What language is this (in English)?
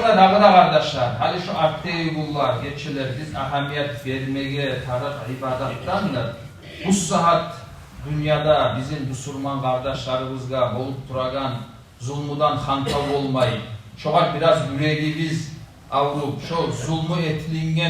Kumyk